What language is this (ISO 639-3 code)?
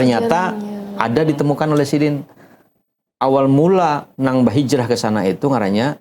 bjn